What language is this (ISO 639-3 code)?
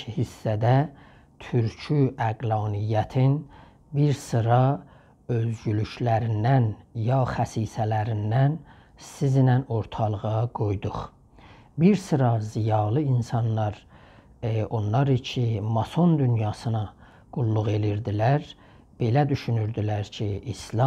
azb